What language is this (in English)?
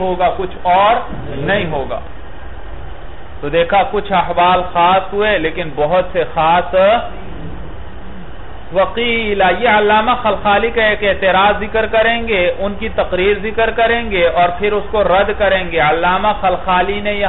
Urdu